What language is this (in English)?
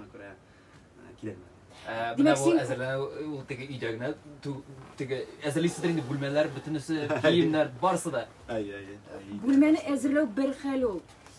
Tatar